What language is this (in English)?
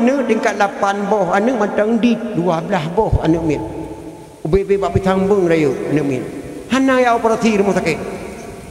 Achinese